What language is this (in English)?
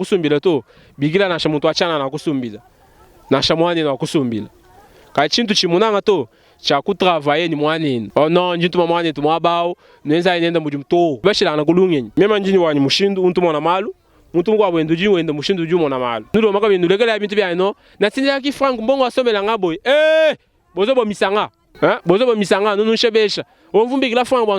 Luba-Lulua